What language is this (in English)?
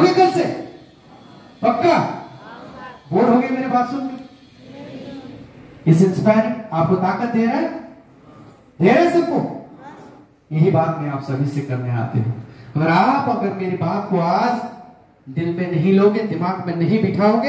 Hindi